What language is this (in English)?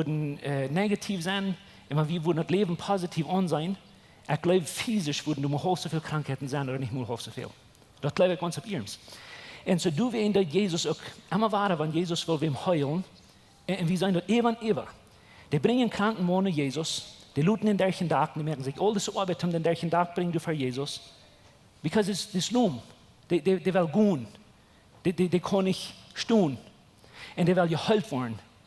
Plautdietsch